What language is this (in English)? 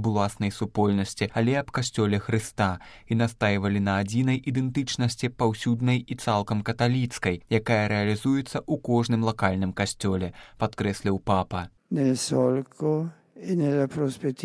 Belarusian